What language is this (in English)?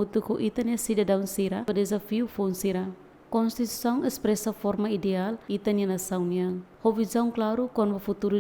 Tetum